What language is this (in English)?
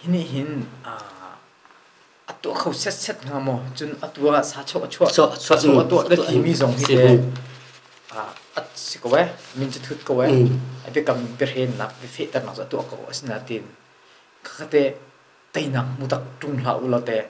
Hakha Chin